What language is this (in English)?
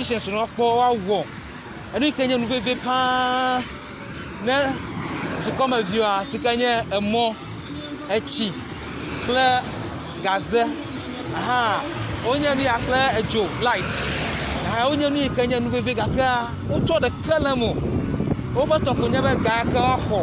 Ewe